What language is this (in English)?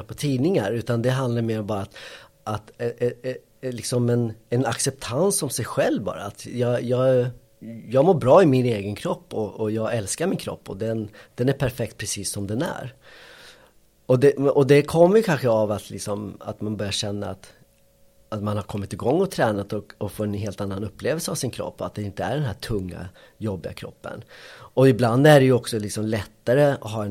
Swedish